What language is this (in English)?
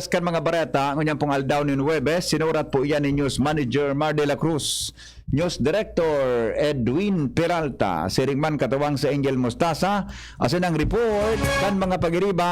Bikol